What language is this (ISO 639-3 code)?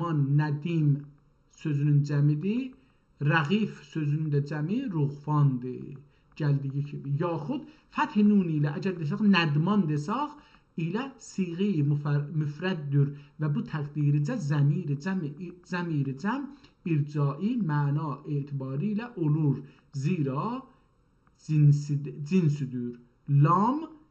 azb